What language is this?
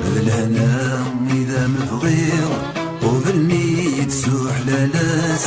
Kabyle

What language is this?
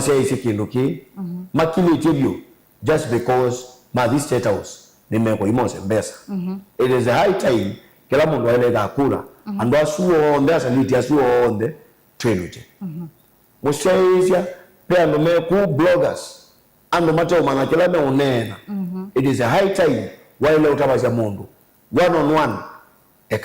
Kamba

